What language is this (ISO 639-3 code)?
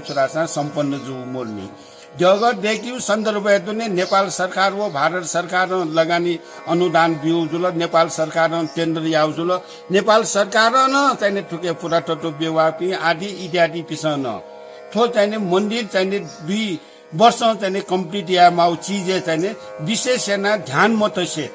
new